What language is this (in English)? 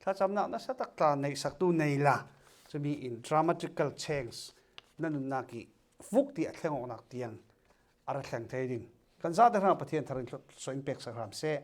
Falam Chin